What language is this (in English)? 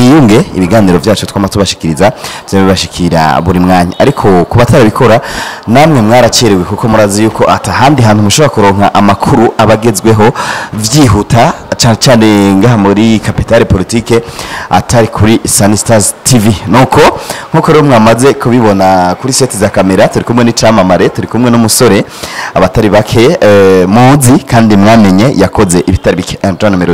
Rundi